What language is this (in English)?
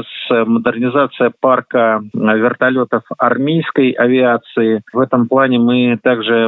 Russian